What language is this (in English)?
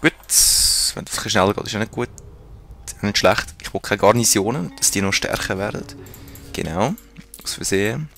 Swiss German